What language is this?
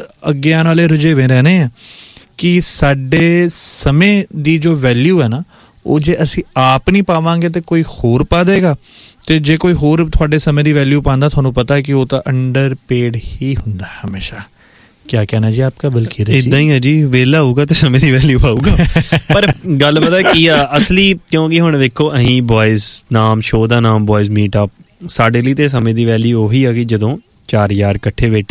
Punjabi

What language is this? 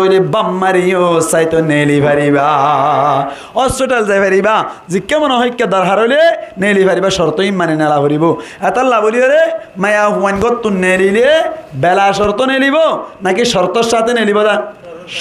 Rohingya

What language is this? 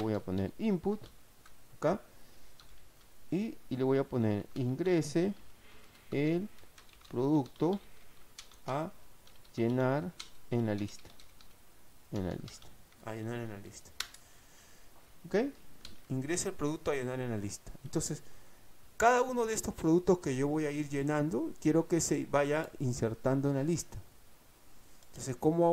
Spanish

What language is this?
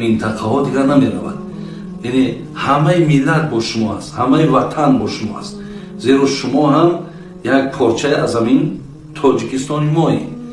Tajik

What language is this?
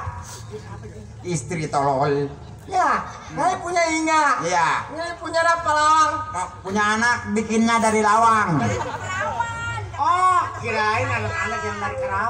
Betawi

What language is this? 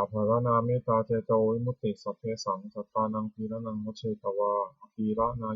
Pali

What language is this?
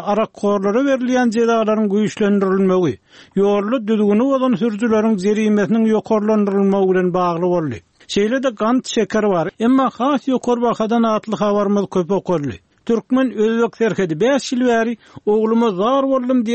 Turkmen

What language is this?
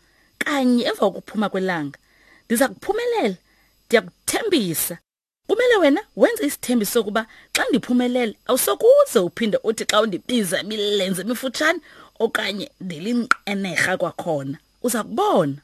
Xhosa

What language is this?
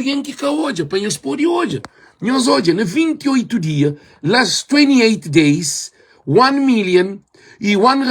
Kabuverdianu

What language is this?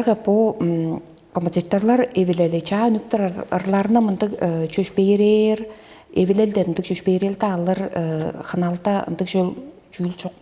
Tuvinian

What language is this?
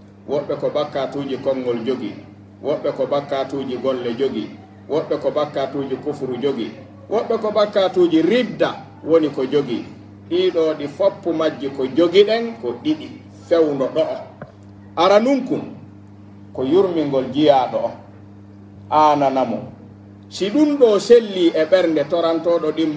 Pular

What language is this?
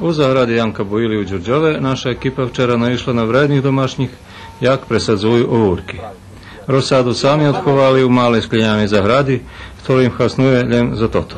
Rusyn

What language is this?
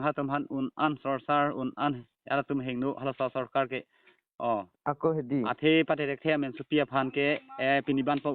Karbi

